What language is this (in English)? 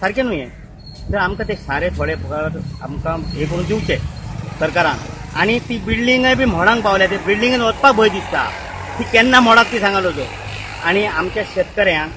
Konkani